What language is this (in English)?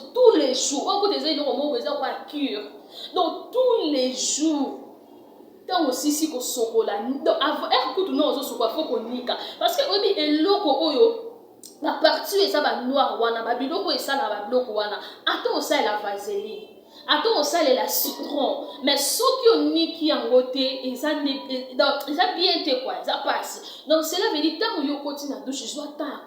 Lingala